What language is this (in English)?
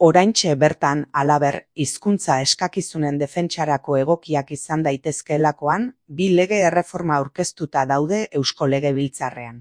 Basque